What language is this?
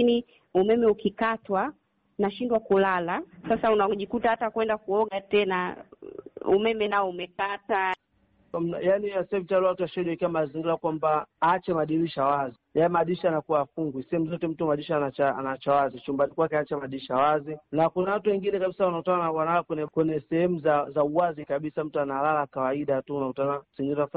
Swahili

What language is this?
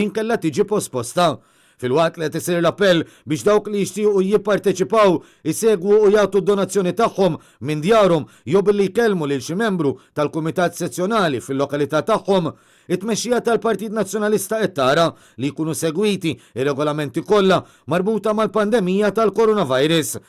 Maltese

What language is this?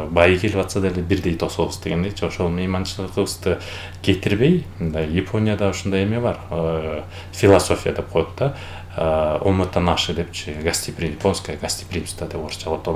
Kyrgyz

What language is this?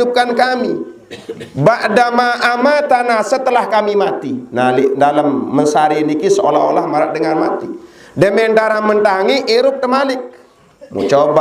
Sasak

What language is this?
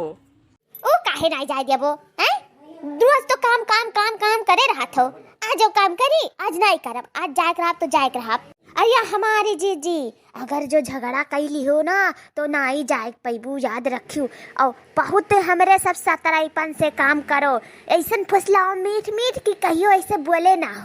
Awadhi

